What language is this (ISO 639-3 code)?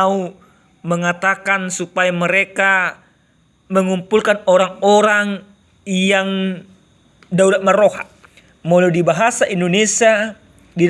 bbc